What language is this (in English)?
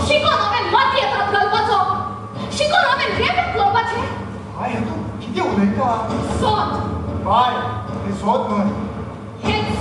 Konkani